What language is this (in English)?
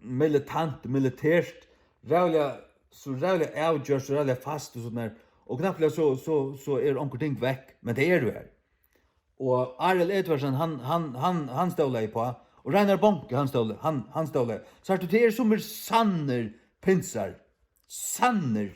Faroese